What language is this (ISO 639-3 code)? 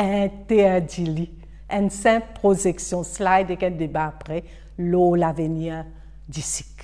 mfe